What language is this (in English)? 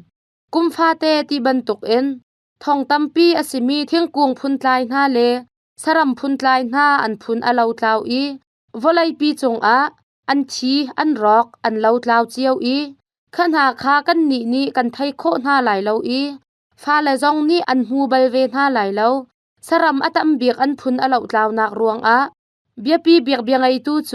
Hakha Chin